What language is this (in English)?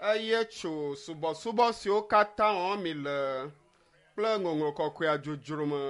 Ewe